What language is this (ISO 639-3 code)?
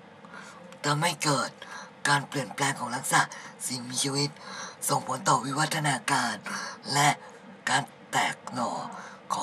tha